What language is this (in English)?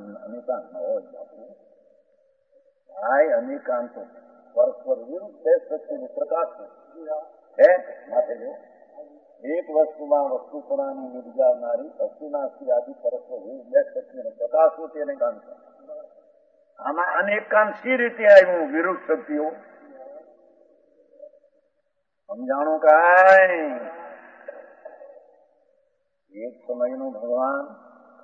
Gujarati